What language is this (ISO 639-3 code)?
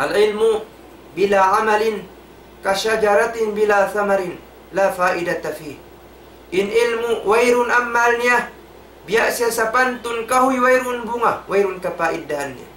tsg